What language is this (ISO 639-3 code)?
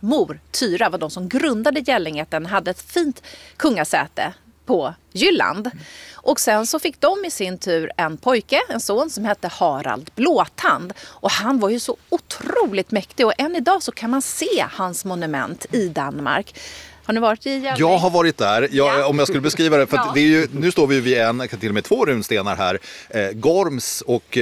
swe